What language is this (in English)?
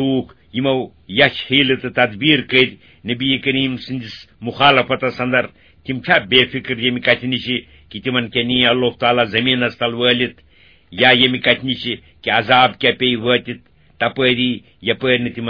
Kashmiri